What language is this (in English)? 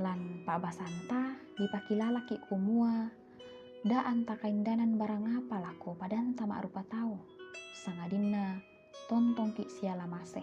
Toraja-Sa'dan